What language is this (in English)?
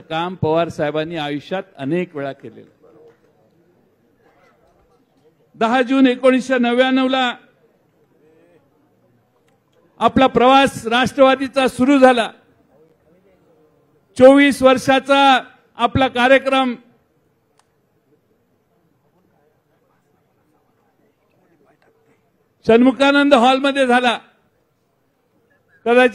Marathi